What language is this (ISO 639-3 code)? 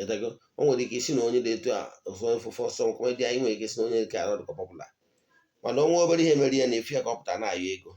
ibo